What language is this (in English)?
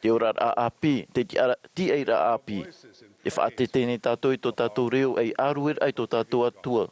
Tahitian